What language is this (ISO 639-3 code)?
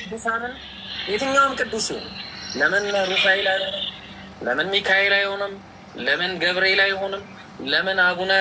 amh